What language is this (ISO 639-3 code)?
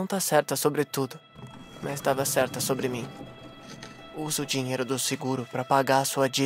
por